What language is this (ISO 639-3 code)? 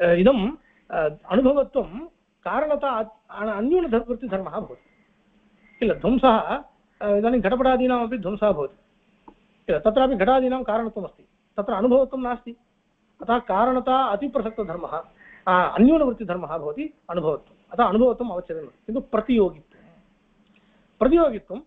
san